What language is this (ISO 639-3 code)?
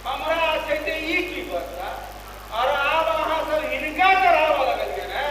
mai